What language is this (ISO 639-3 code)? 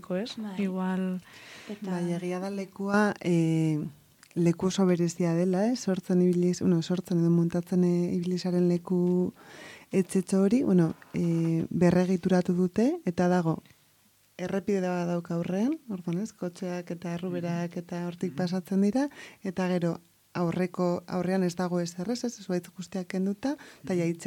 eus